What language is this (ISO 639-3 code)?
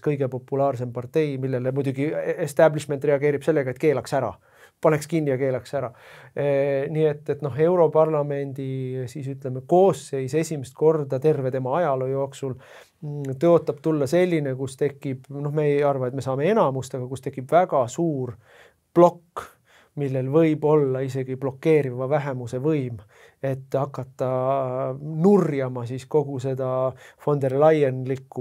est